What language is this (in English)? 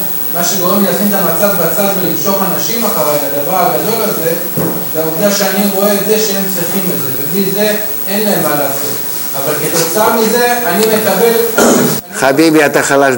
Hebrew